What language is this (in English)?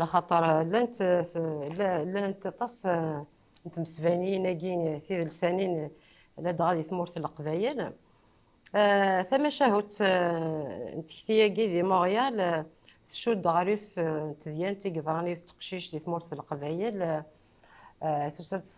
Kabyle